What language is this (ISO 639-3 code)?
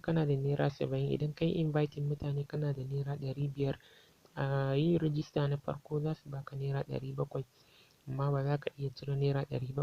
hau